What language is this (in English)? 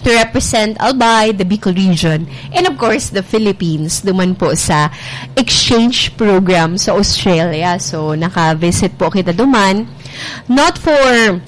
Bikol